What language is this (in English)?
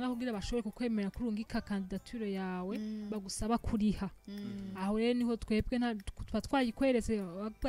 Rundi